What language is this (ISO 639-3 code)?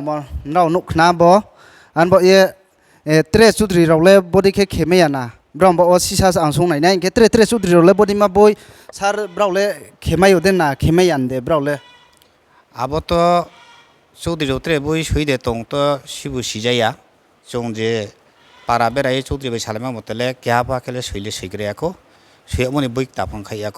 ria